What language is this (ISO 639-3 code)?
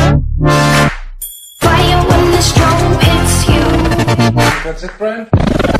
nld